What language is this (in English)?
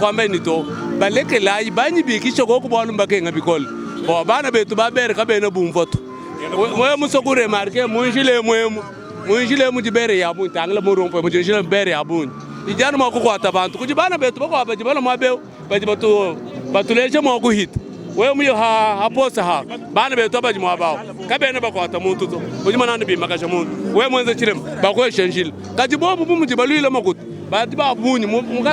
Luba-Lulua